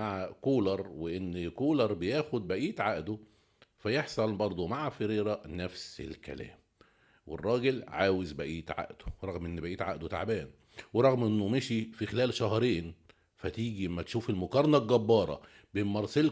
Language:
Egyptian Arabic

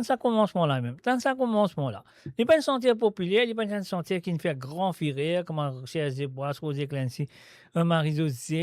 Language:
Morisyen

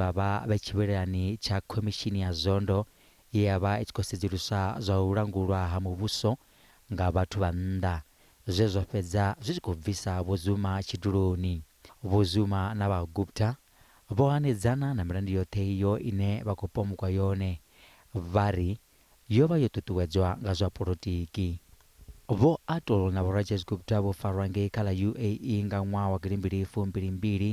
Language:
Venda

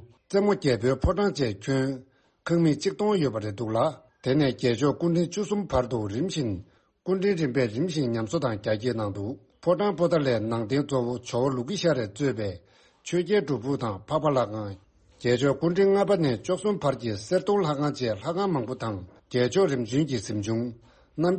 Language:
Tibetan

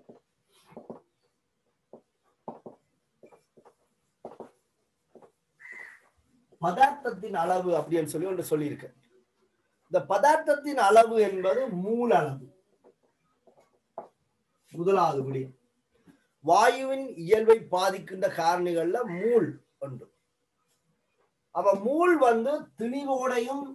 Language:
Tamil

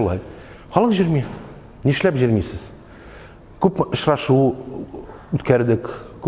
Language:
Tatar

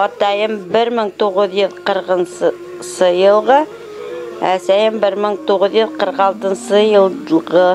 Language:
Bashkir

